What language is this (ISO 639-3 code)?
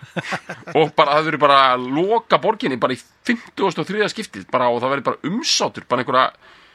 isl